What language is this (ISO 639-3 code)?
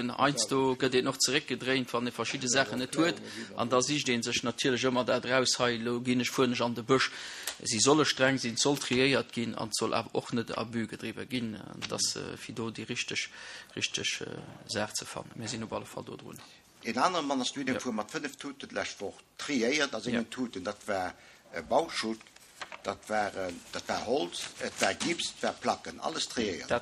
ltz